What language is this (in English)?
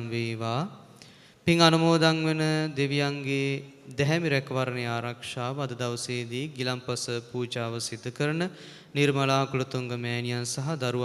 Sinhala